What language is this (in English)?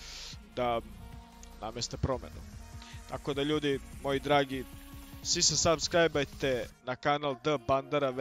Croatian